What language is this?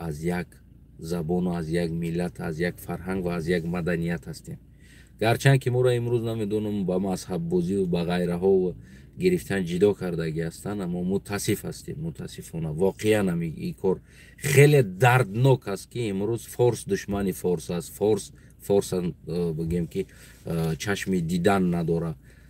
Tajik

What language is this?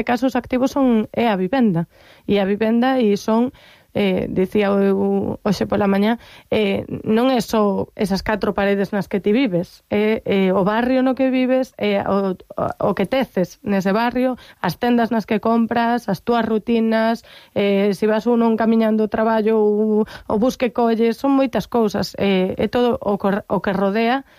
Galician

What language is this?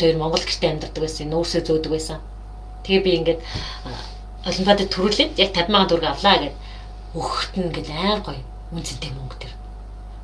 Mongolian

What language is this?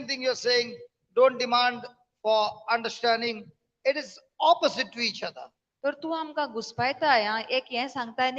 Konkani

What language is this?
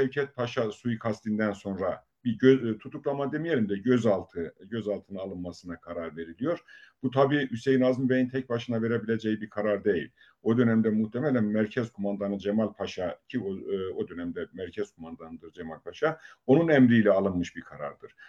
Turkish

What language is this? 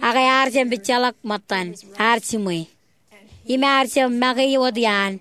Marshallese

